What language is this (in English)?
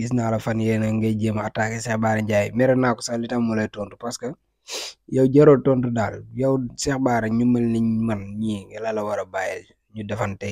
Wolof